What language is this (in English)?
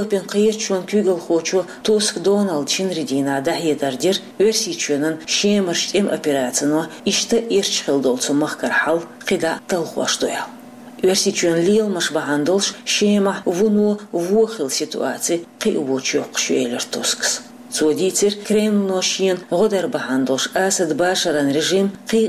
Chechen